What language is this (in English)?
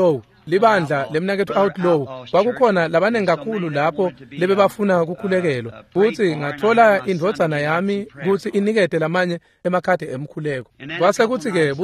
Swati